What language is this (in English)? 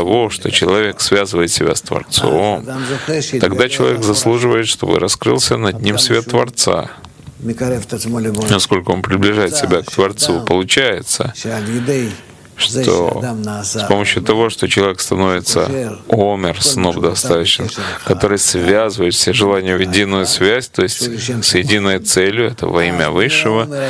Russian